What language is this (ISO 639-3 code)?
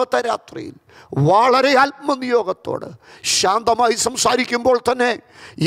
mal